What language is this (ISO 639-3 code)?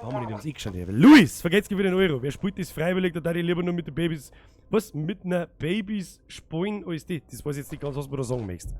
bar